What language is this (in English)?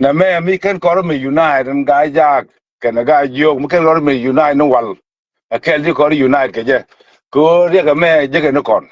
Nuer